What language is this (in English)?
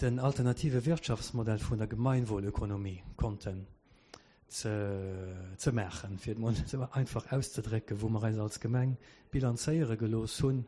Luxembourgish